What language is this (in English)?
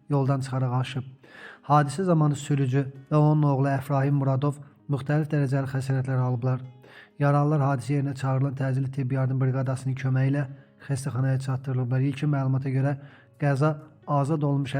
Azerbaijani